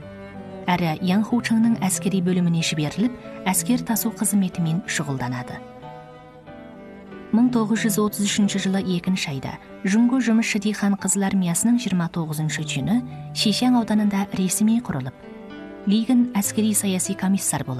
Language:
Kazakh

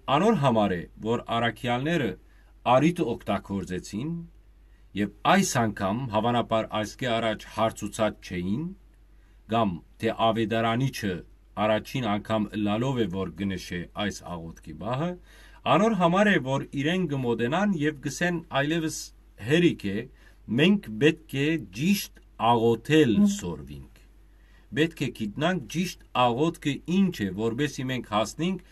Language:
Western Armenian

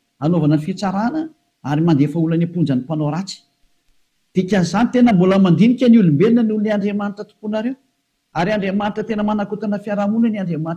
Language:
Malagasy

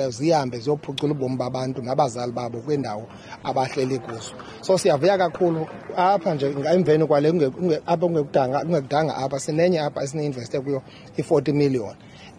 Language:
Xhosa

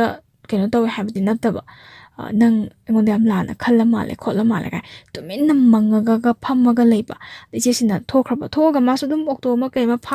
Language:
Manipuri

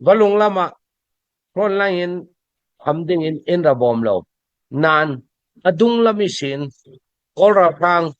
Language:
Hakha Chin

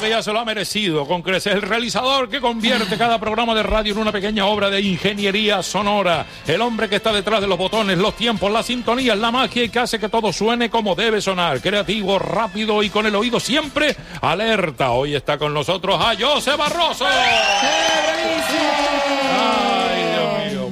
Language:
Spanish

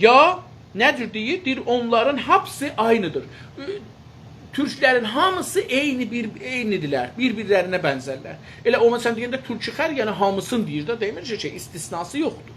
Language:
South Azerbaijani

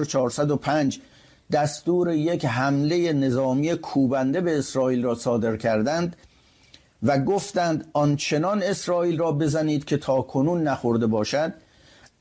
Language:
Persian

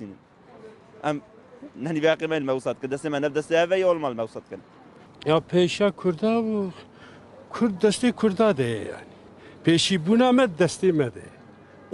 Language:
Kurdish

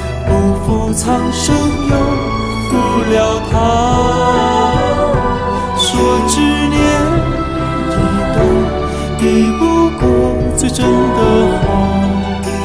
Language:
Chinese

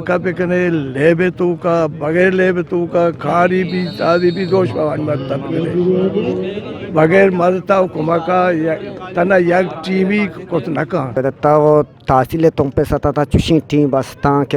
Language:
Eastern Balochi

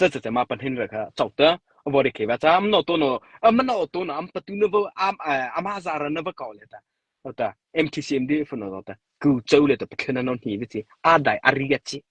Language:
Mara Chin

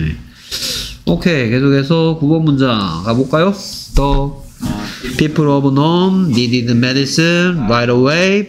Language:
Korean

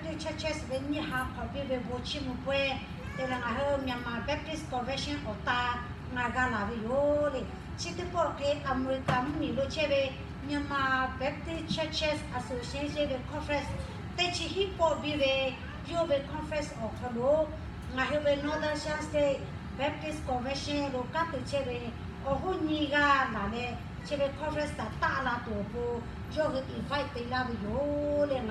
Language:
Lahu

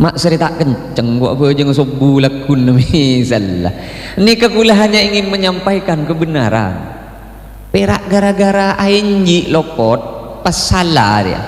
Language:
Madurese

